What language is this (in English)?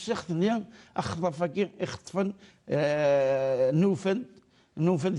Kabyle